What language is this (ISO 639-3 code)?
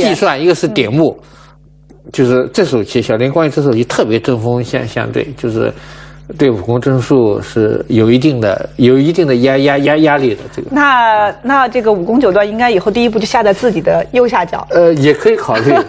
zho